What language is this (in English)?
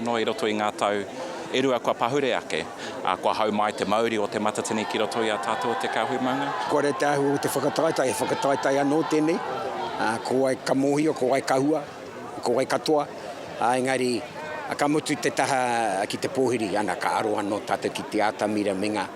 Māori